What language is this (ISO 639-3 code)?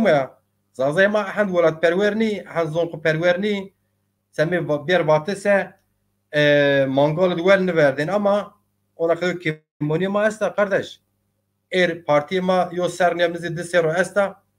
zza